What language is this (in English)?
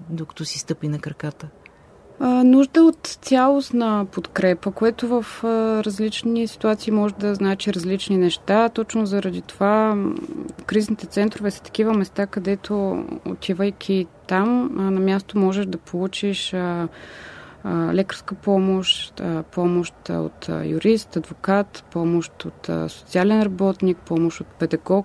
Bulgarian